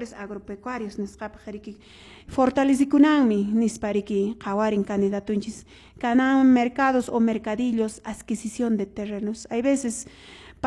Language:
Quechua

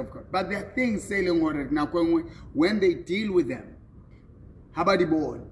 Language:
Southern Sotho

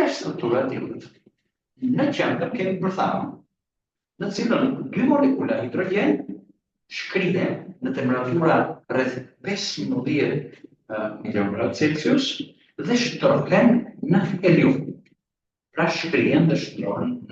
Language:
Albanian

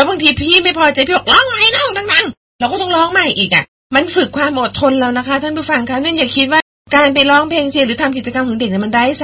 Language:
Thai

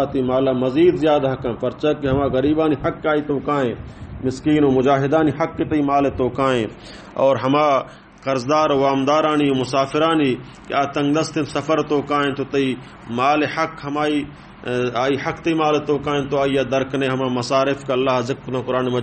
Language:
Baluchi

